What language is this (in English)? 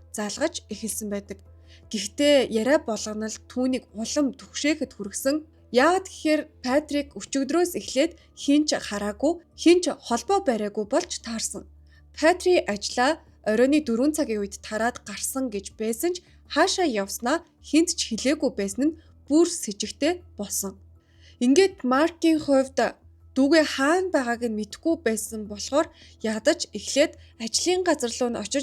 Mongolian